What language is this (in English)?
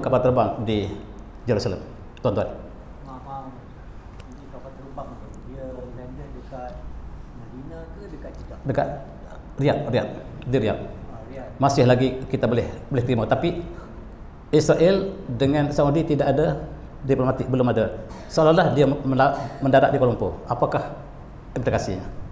Malay